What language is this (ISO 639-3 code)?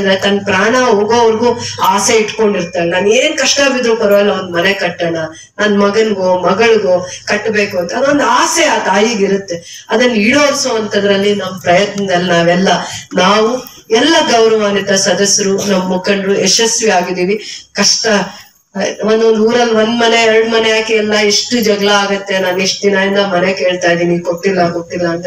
kan